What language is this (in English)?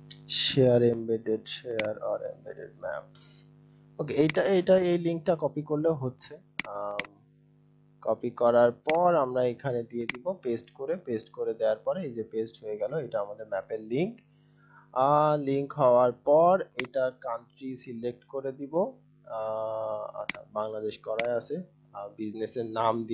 Bangla